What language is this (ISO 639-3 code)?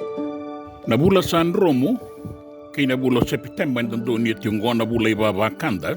fij